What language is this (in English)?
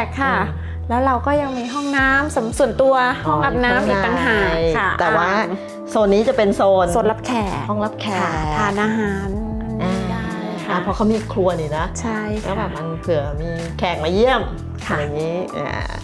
Thai